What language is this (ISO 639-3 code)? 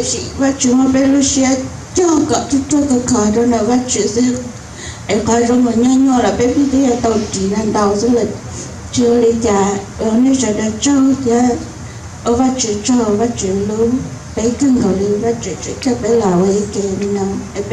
hmn